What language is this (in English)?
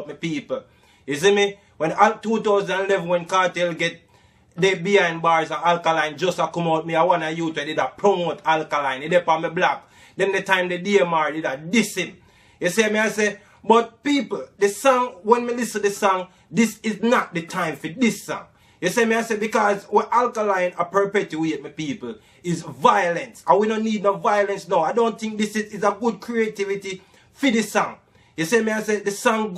Jamaican Creole English